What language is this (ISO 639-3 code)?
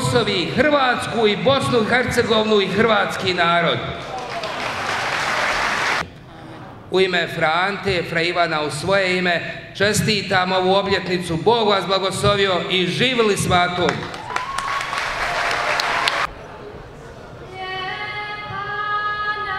hrv